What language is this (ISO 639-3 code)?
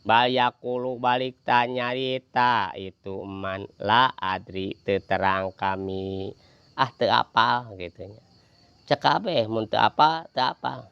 sun